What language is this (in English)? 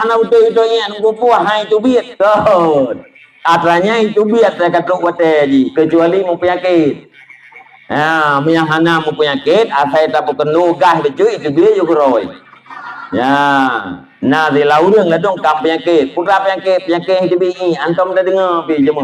Achinese